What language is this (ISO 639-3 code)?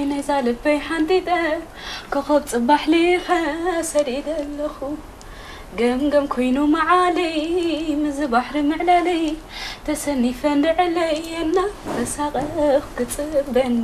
tir